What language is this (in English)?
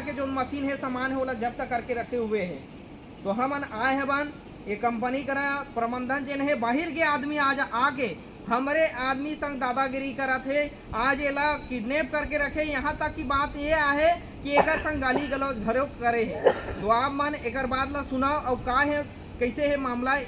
Chhattisgarhi